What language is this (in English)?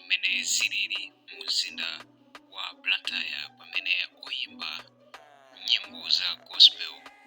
Nyanja